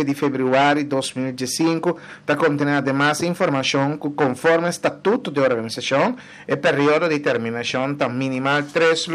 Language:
Papiamento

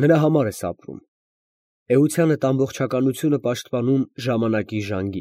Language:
Armenian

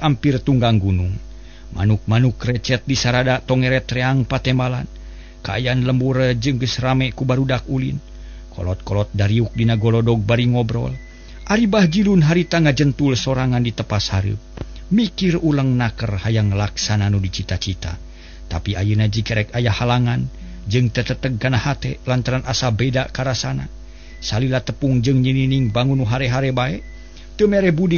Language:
Sundanese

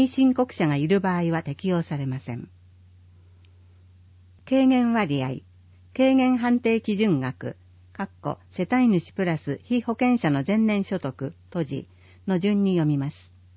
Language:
Japanese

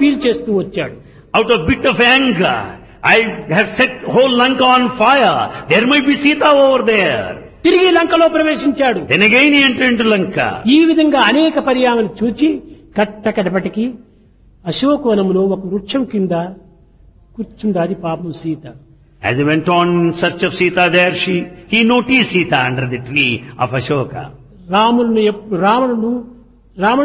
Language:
Telugu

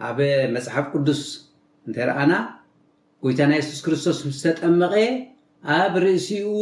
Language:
Tigrinya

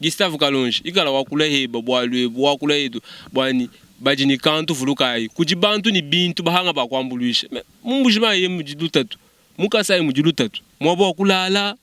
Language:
Luba-Lulua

